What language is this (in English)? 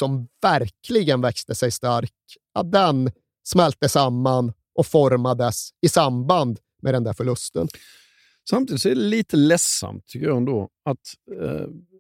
Swedish